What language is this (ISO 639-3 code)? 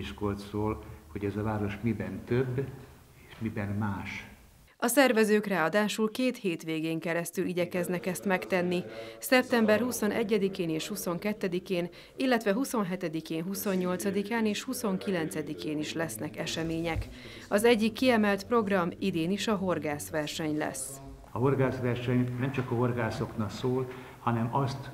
hun